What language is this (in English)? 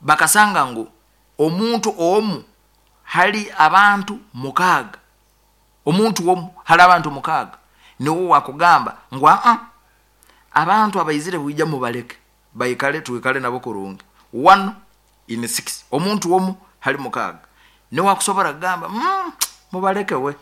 Nyoro